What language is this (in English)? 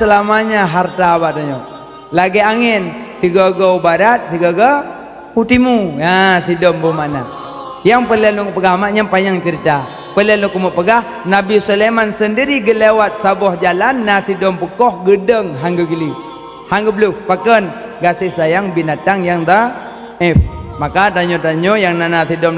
Achinese